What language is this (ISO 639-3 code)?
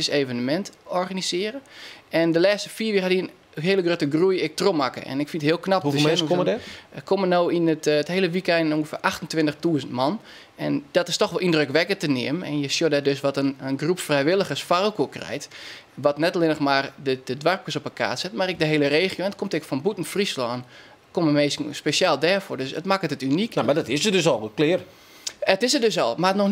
fry